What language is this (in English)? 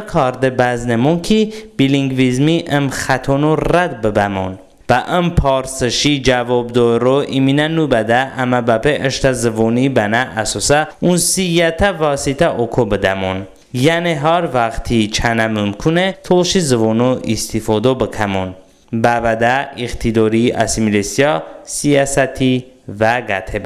Talysh